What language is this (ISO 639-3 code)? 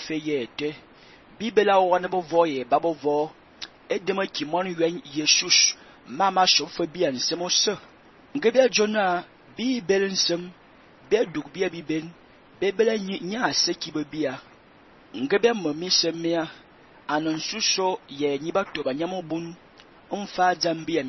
fan